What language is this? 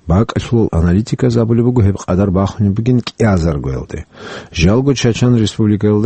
Avaric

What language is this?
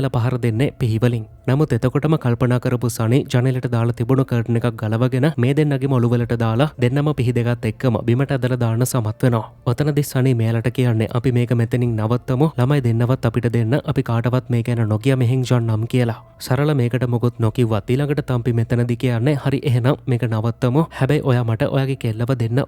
Sinhala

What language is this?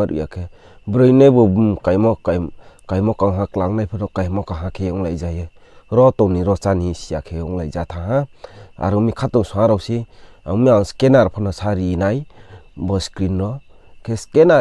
Riang (India)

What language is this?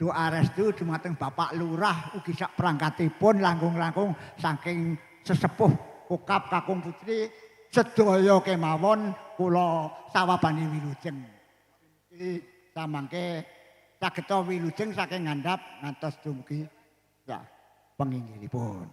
Javanese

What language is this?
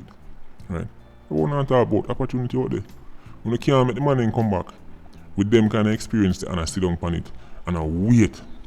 Jamaican Creole English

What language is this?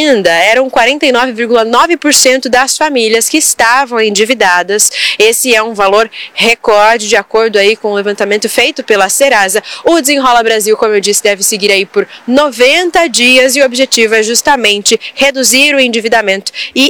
Portuguese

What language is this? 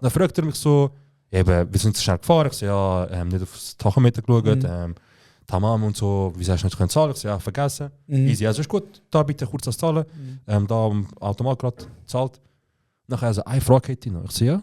Swiss German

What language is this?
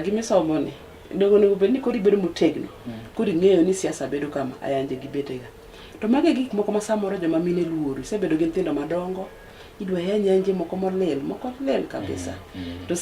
Luo (Kenya and Tanzania)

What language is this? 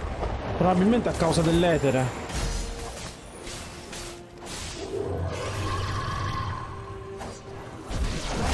Italian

